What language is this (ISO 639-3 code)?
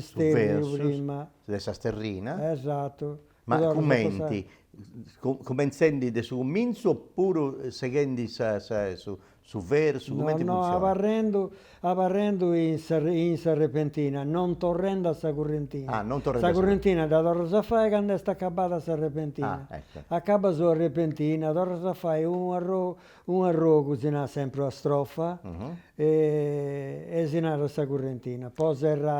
srd